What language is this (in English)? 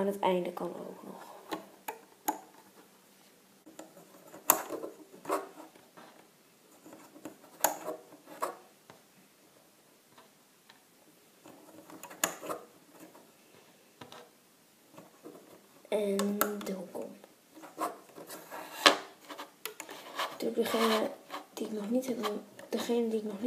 Dutch